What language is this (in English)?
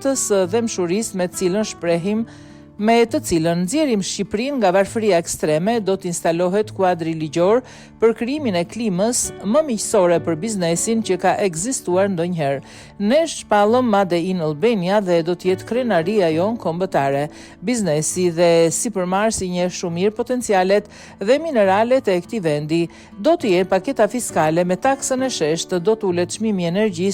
Albanian